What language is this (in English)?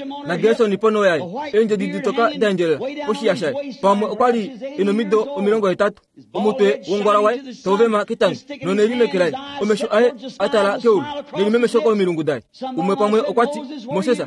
Kuanyama